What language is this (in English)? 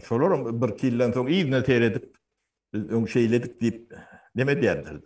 Turkmen